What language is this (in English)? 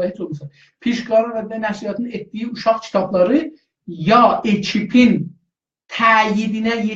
South Azerbaijani